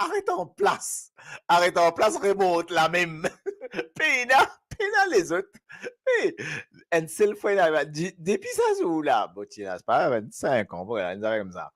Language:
Morisyen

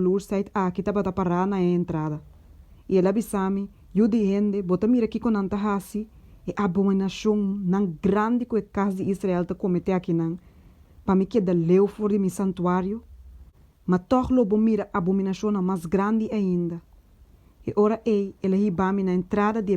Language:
Papiamento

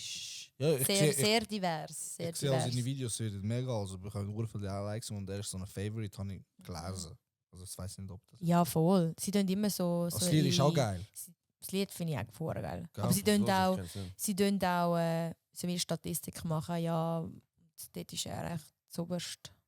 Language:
Swiss German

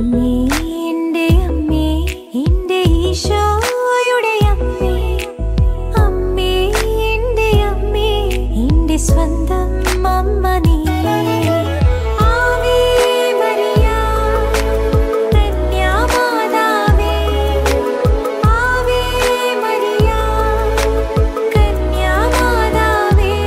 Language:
Malayalam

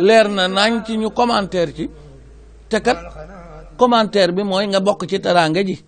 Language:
Wolof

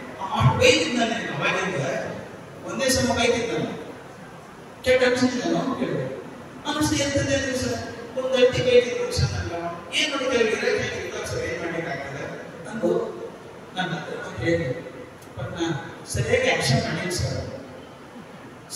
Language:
Kannada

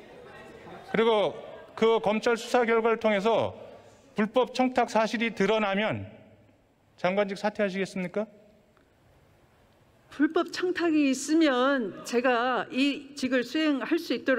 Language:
Korean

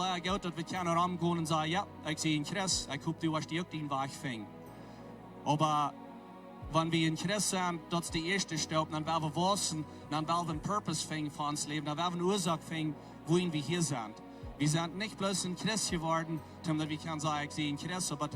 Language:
Plautdietsch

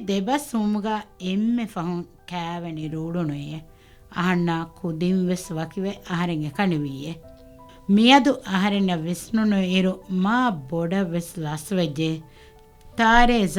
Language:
Divehi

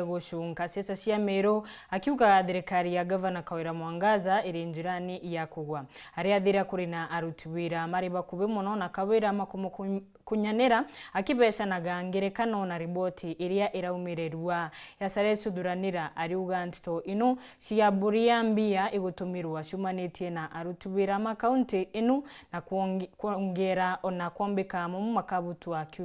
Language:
Meru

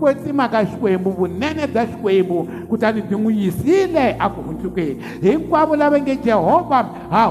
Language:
Tsonga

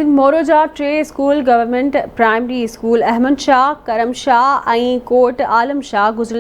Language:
Sindhi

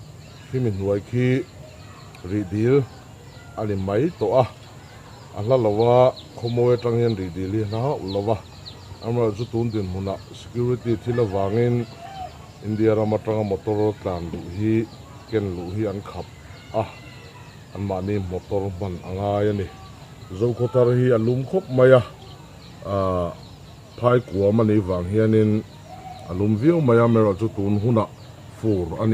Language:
Mizo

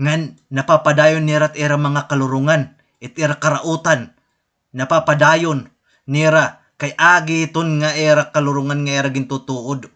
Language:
Waray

